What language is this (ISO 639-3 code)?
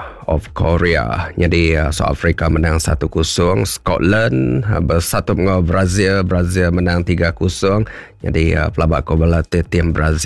iba